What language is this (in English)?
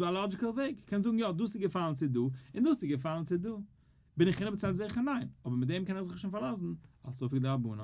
Yiddish